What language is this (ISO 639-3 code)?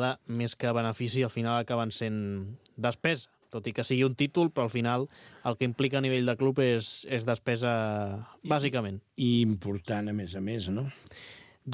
cat